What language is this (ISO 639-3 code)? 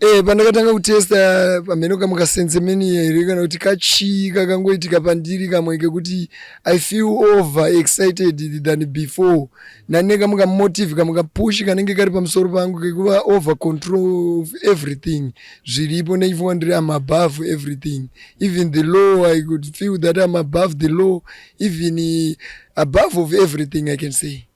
sna